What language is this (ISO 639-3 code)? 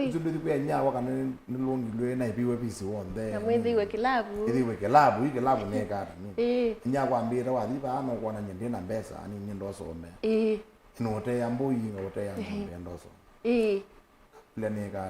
kam